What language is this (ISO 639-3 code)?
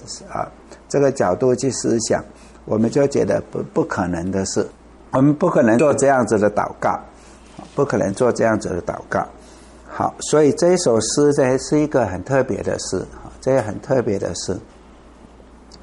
zho